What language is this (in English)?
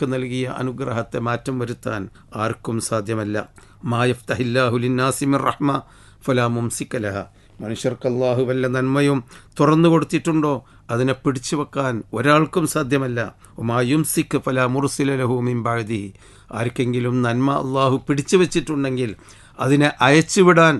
Malayalam